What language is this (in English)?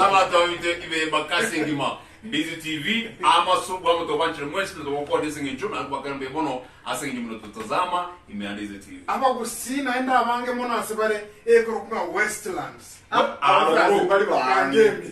Gusii